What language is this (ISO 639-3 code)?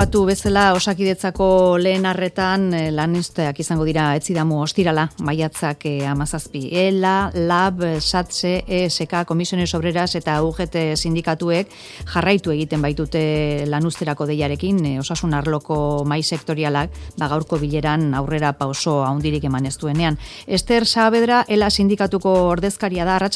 eus